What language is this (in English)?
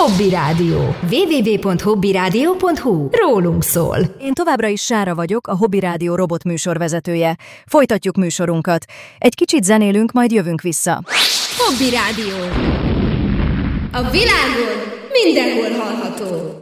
Hungarian